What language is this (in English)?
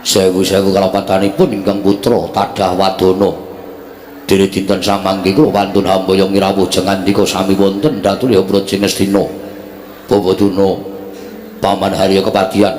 Javanese